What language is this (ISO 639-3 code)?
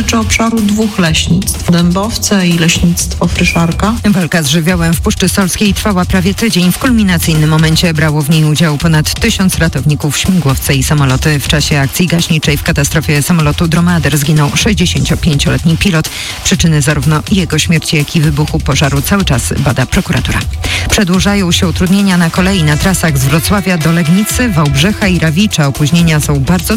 pol